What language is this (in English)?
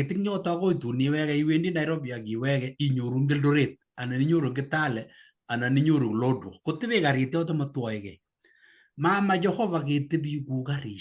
Kalenjin